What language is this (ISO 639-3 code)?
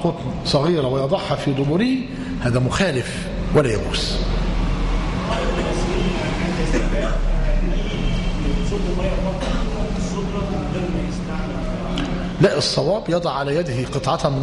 ara